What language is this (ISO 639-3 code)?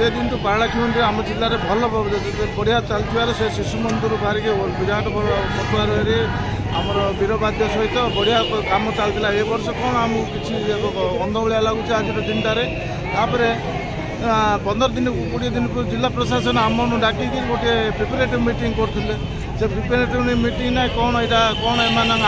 ori